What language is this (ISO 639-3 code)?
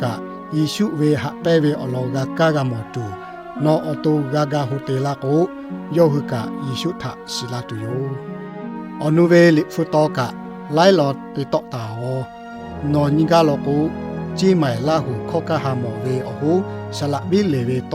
lhu